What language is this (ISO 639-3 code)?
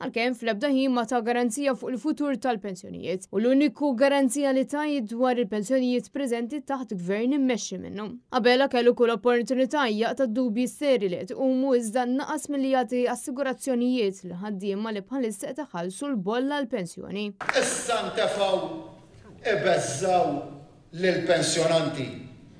mlt